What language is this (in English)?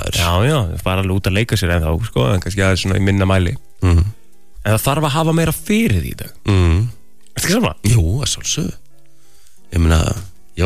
Icelandic